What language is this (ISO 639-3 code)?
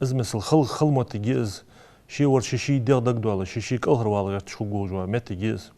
inh